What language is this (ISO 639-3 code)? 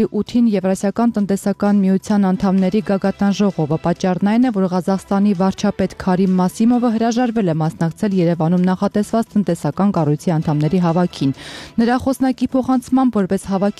hye